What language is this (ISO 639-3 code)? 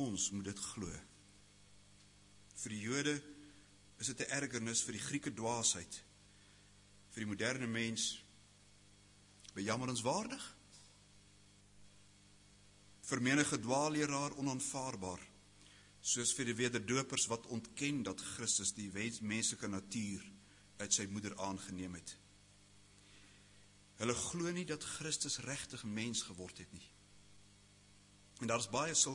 afr